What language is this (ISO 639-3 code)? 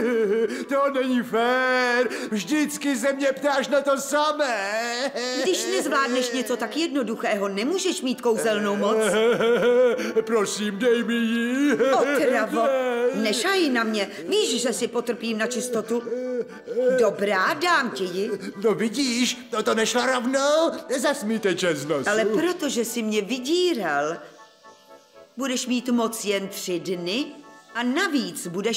ces